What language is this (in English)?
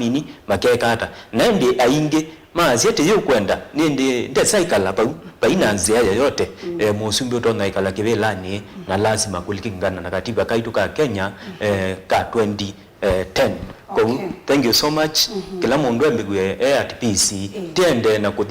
Kamba